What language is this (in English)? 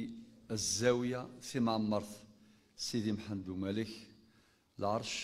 Kabyle